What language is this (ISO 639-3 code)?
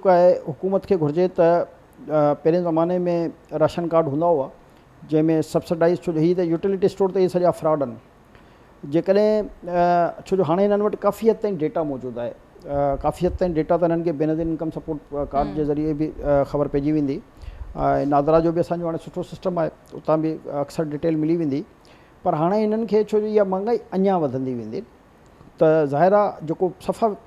snd